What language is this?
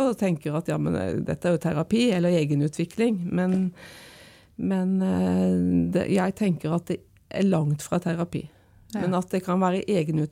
Norwegian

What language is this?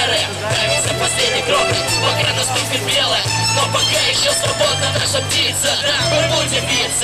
Russian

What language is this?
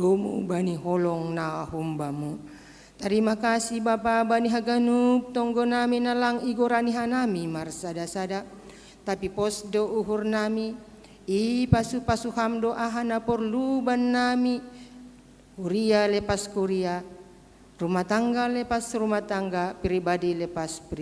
Batak Simalungun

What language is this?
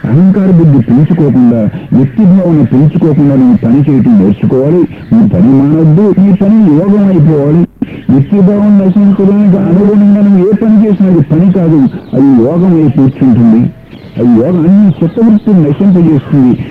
Telugu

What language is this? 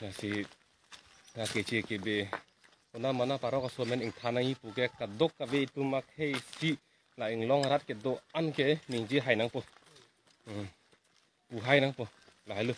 Karbi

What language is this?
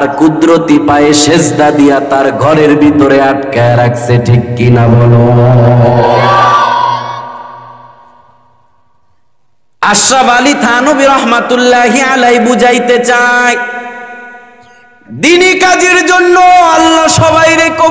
Bangla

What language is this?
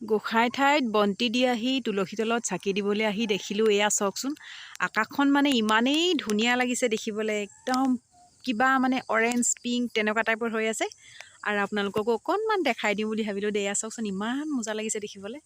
Assamese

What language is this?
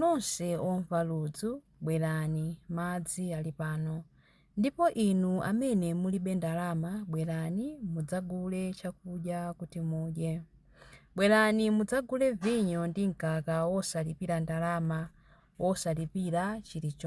Nyanja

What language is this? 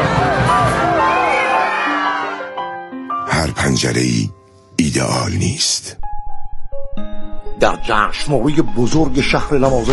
Persian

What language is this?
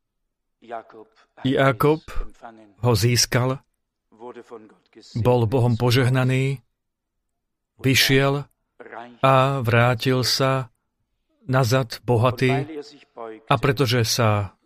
Slovak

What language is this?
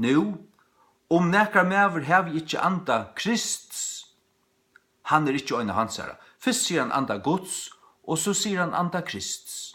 Faroese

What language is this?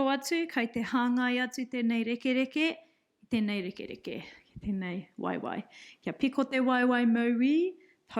Māori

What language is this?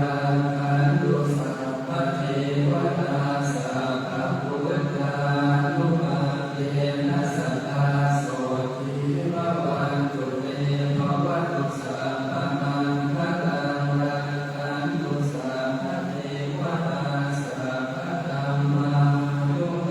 Pali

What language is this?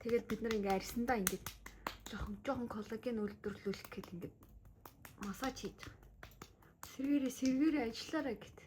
Mongolian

